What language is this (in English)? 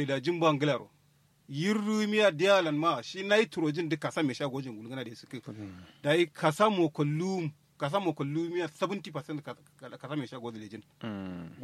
Kanuri